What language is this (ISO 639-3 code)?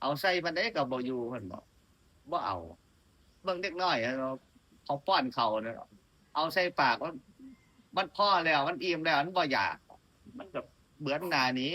tts